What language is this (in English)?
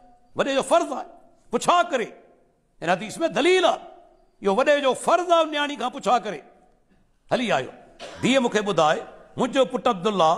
Sindhi